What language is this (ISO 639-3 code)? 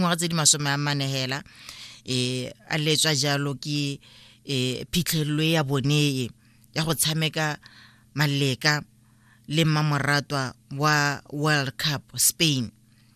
tsn